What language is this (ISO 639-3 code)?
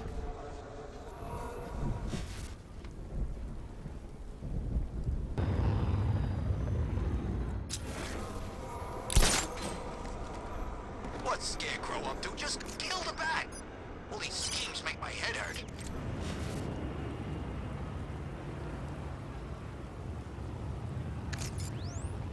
eng